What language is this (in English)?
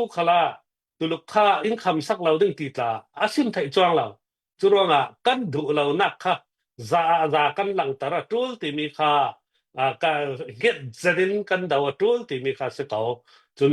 Hakha Chin